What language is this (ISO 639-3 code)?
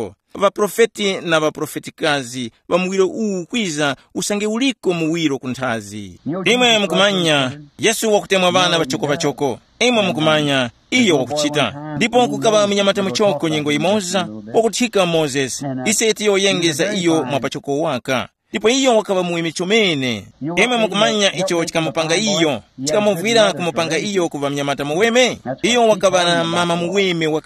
tum